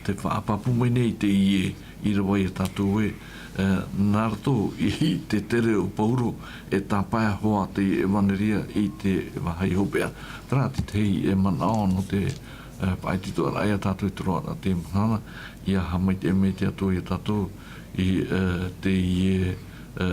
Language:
Tahitian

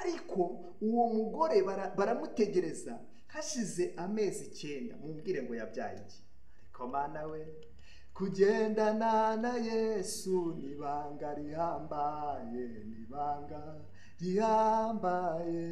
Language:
Kinyarwanda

